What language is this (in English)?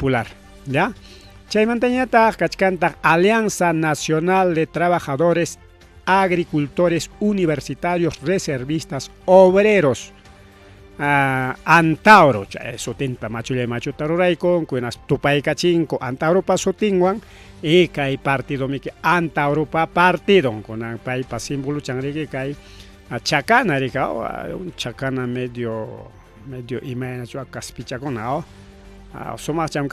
Ayacucho Quechua